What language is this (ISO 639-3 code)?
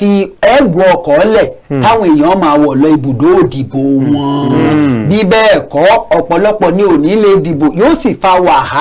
yor